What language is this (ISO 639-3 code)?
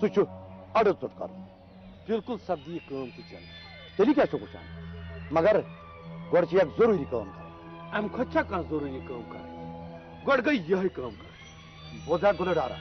kas